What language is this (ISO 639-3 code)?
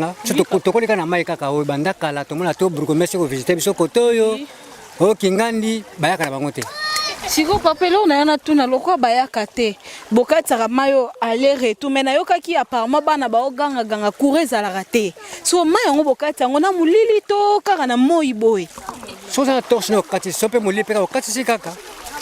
lin